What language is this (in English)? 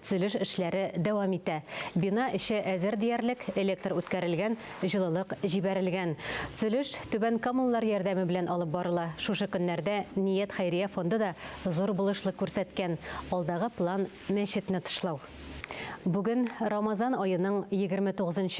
Tatar